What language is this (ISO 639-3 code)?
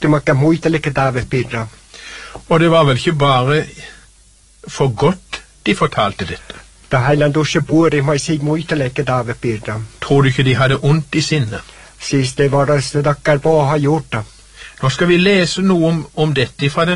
nor